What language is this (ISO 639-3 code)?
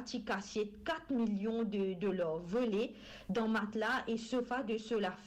mfe